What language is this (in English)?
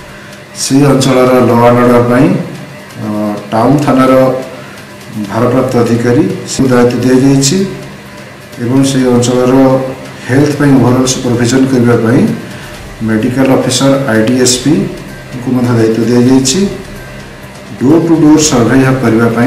Odia